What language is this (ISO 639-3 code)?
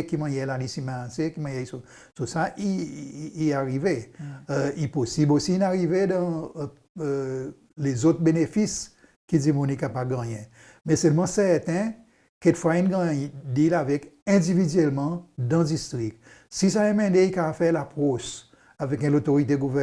crs